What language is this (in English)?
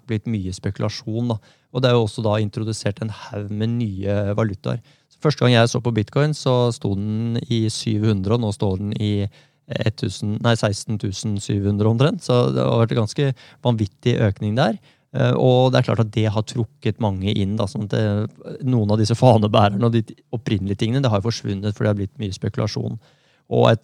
Norwegian